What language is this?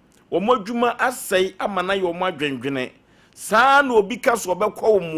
Akan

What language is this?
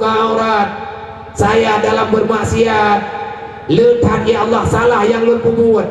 Achinese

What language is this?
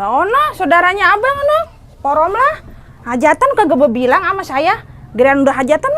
Betawi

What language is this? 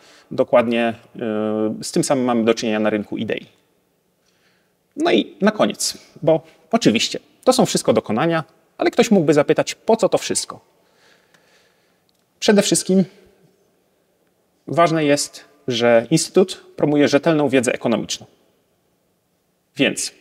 Polish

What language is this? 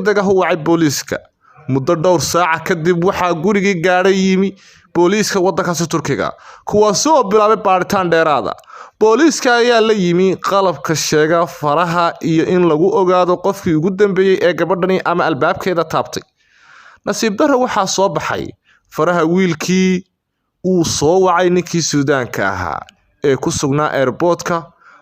Somali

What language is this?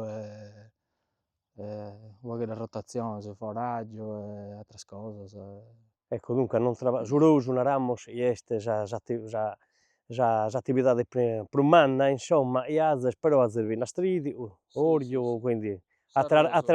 Sardinian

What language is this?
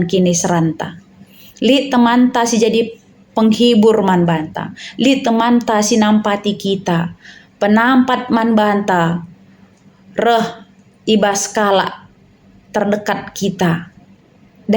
Batak Karo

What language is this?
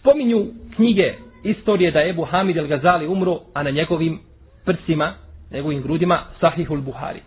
Bosnian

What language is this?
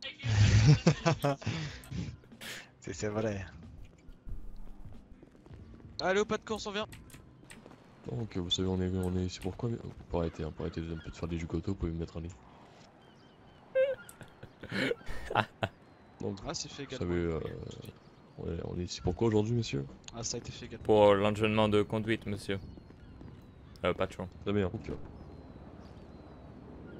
French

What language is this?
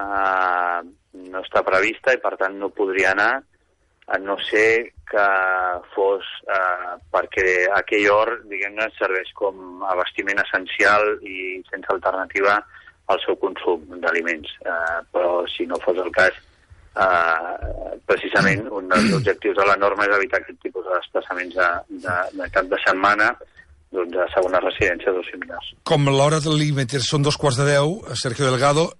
Catalan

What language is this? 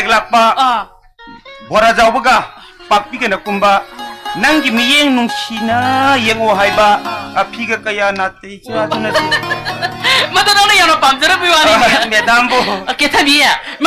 Manipuri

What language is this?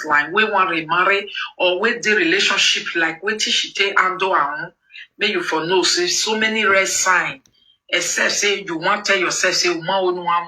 Nigerian Pidgin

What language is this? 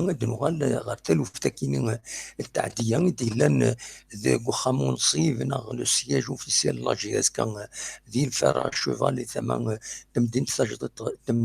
Kabyle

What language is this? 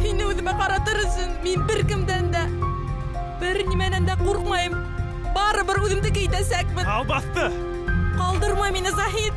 Bashkir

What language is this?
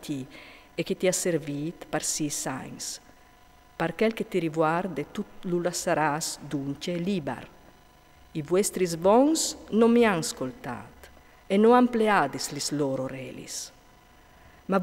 Friulian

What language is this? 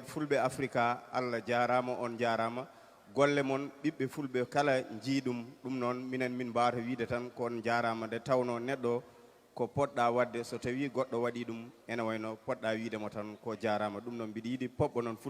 Fula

